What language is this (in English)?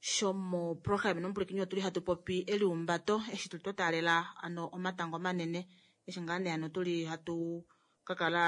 Kuanyama